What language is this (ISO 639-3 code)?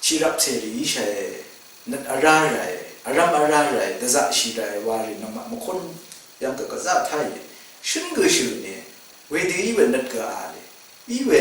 raw